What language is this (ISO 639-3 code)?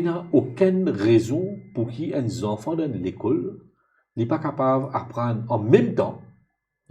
mfe